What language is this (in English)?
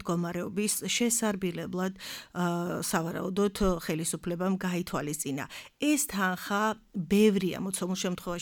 Georgian